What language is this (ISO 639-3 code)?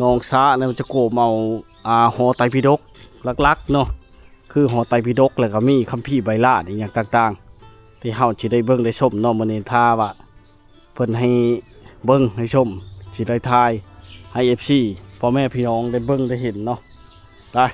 lao